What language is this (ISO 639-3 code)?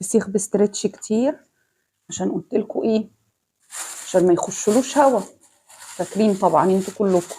arz